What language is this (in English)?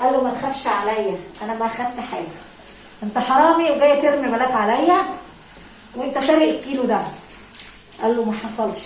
Egyptian Arabic